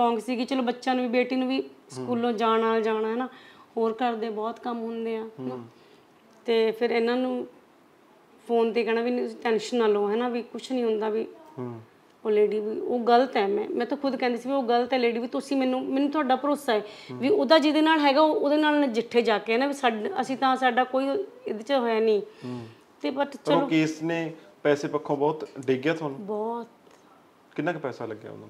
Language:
Punjabi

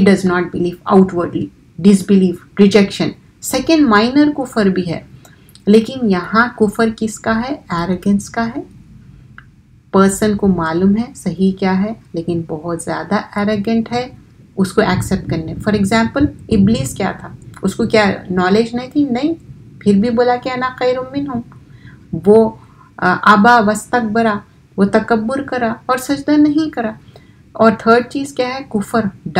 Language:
Urdu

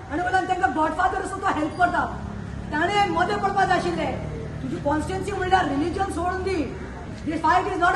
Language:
Konkani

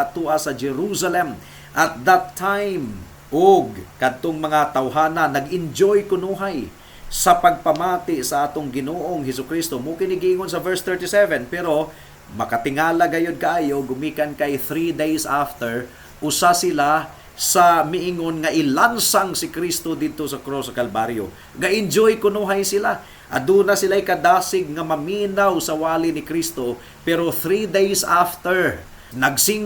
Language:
Cebuano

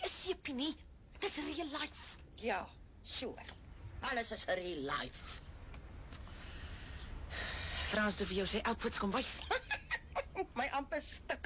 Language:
Afrikaans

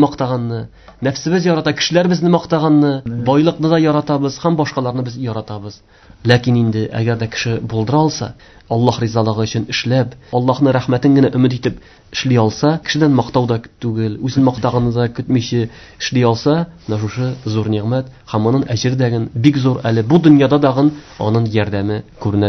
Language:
Tatar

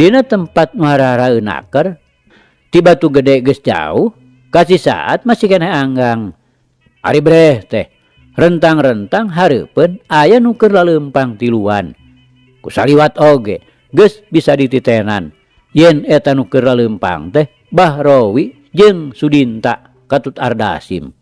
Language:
Sundanese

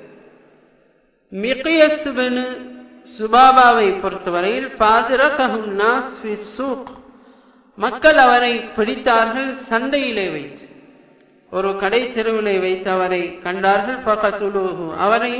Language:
Tamil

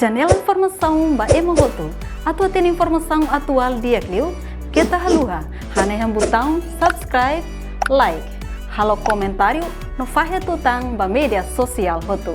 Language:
Tetum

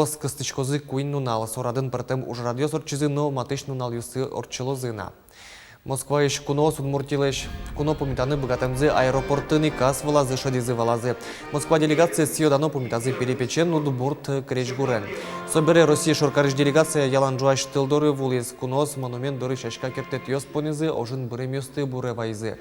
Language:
Udmurt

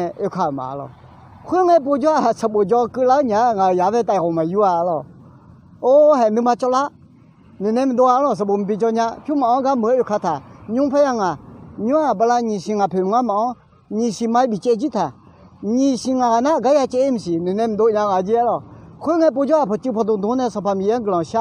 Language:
Akha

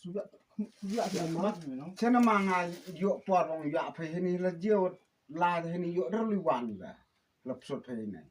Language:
Khasi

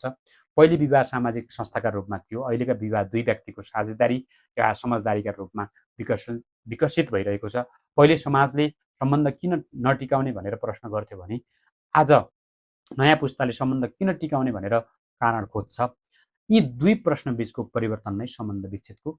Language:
Nepali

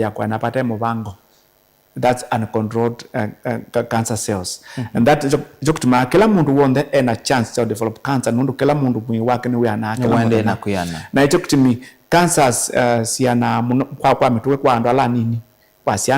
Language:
Kamba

